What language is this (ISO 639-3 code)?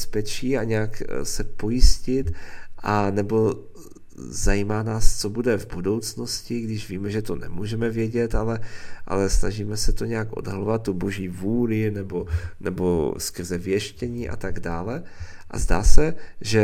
ces